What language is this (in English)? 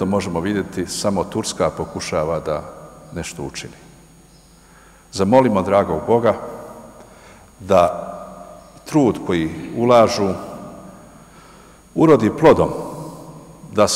Bosnian